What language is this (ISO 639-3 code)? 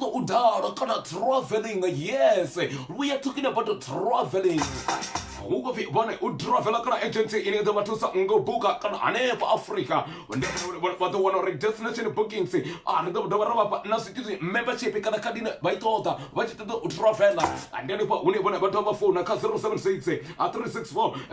ven